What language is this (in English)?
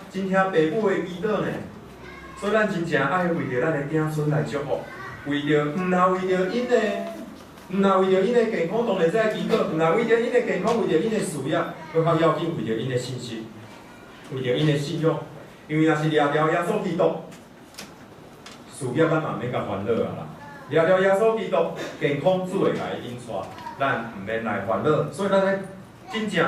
Min Nan Chinese